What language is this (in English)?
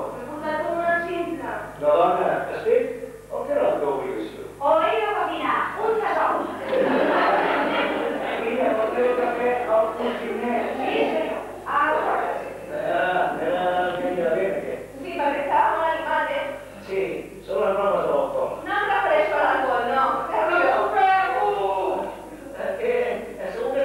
Catalan